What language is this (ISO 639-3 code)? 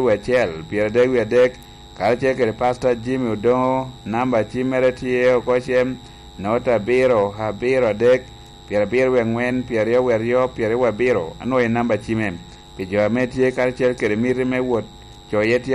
laj